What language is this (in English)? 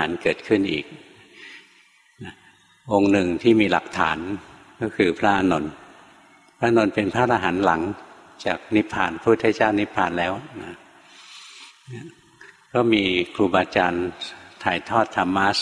Thai